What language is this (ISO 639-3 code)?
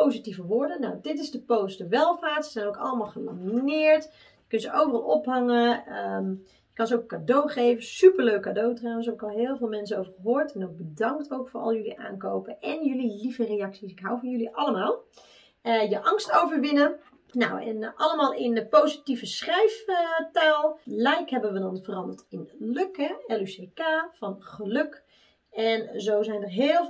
nld